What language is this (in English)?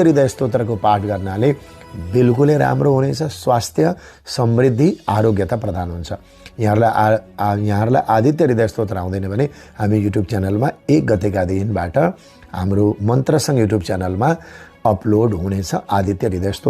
Nepali